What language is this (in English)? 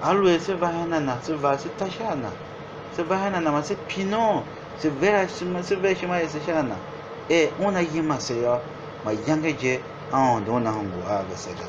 Tiv